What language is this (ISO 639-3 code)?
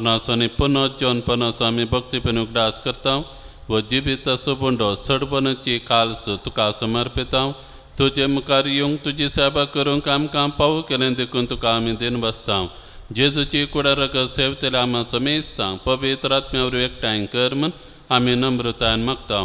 kok